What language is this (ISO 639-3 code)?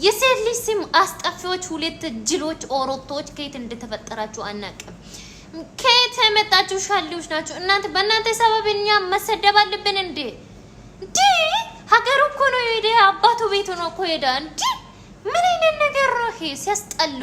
amh